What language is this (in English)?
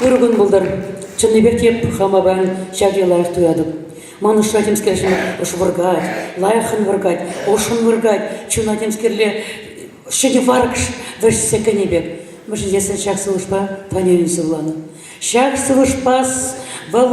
Chuvash